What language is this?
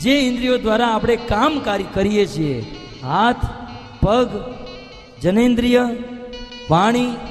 Gujarati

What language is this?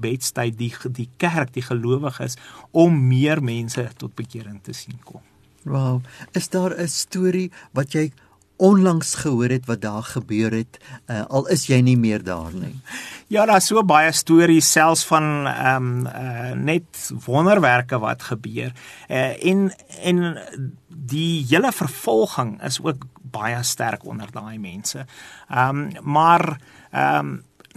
Afrikaans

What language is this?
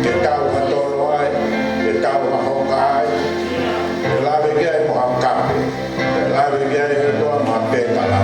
Tongan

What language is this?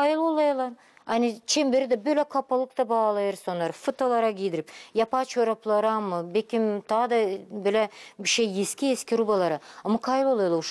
Gagauz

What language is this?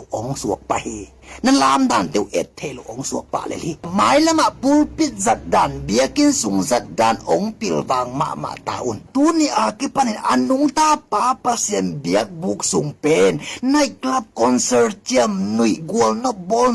Tedim Chin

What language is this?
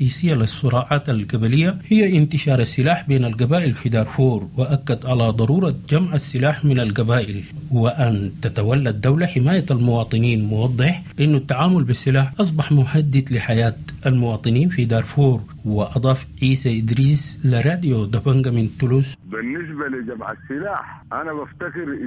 Sudanese Arabic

